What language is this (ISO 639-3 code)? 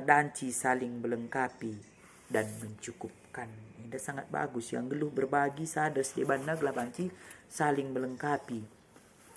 btx